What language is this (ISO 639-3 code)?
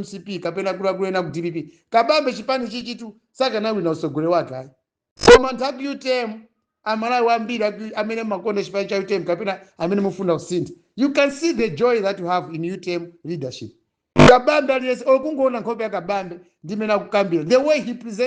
nya